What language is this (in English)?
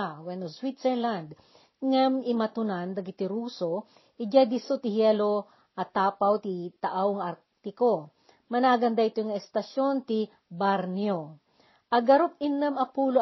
Iloko